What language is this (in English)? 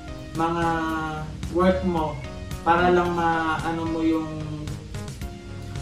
Filipino